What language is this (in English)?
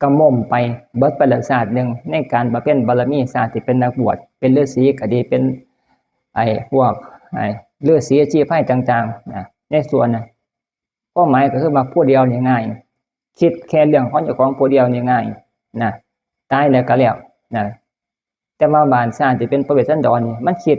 Northeastern Thai